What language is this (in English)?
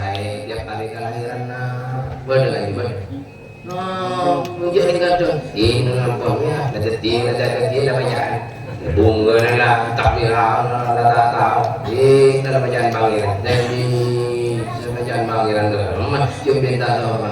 Madurese